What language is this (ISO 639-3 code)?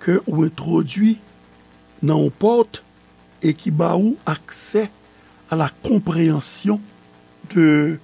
hat